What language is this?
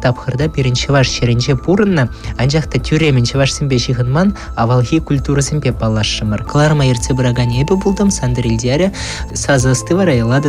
Chuvash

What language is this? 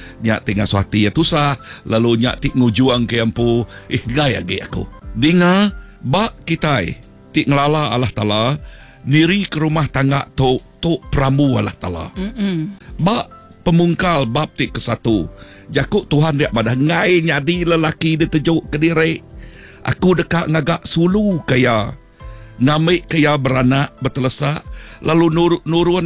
Iban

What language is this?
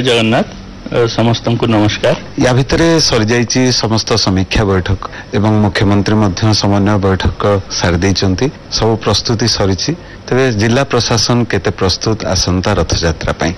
Odia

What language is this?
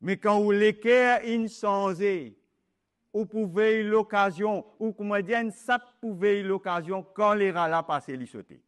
Morisyen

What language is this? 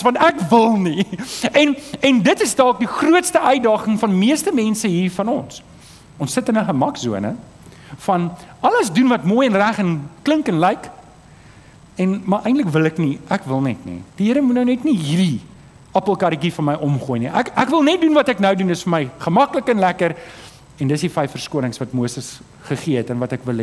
Afrikaans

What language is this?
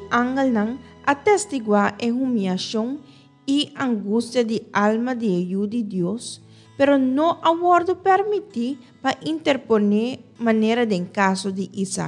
Papiamento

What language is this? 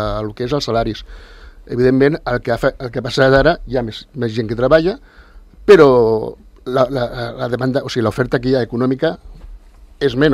Catalan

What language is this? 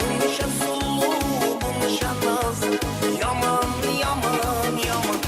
Kara-Kalpak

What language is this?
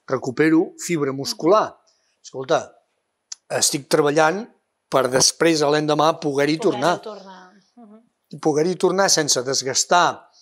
Catalan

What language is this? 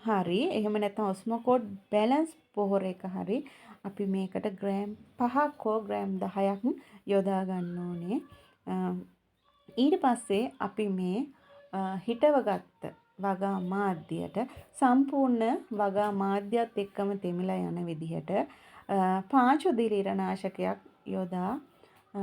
Sinhala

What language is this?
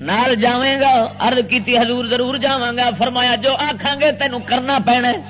Western Panjabi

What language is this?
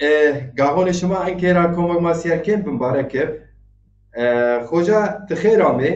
Zaza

